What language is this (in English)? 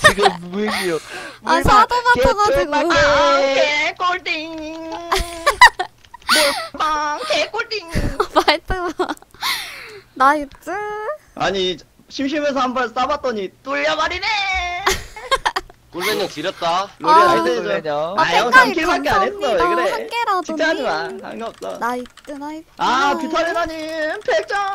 Korean